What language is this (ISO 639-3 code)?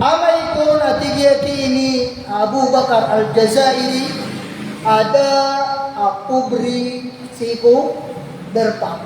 mrw